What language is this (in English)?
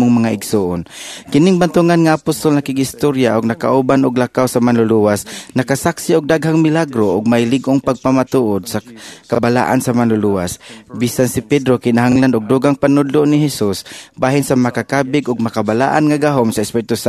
Cebuano